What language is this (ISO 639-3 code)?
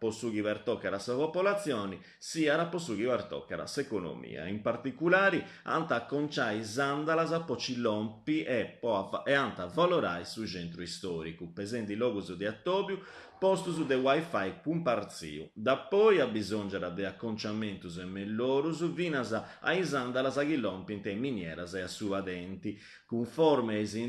srd